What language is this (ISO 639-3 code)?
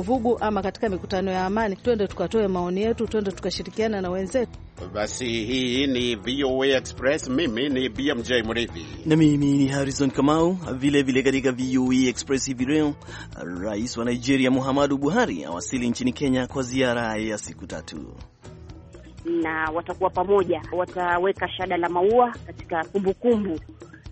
swa